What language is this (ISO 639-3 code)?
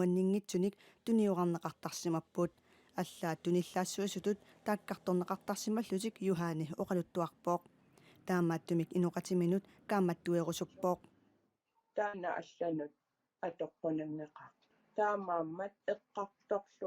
kal